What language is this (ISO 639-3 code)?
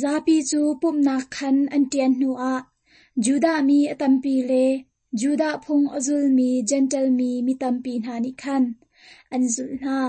cnh